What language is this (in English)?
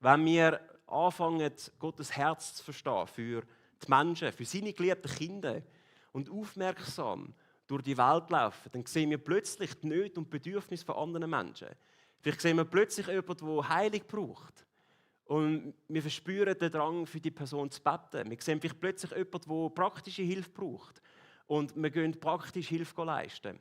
Swiss German